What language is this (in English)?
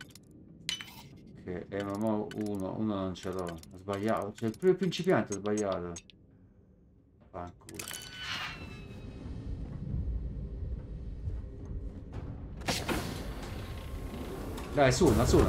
Italian